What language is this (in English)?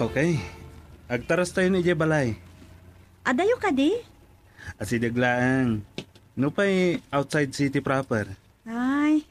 Iloko